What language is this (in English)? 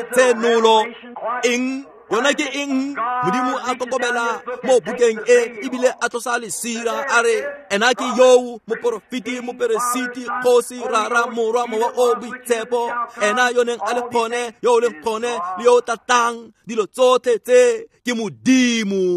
Tswana